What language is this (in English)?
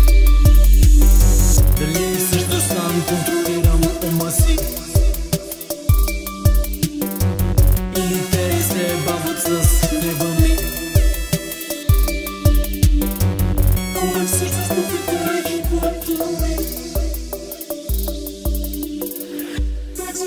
Bulgarian